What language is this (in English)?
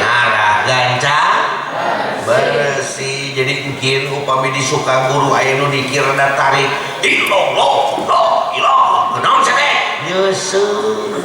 Sundanese